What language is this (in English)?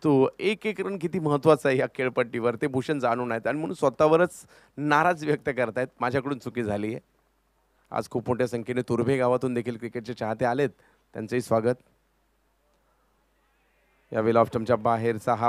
Marathi